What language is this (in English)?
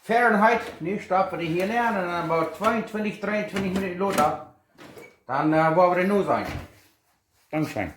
Plautdietsch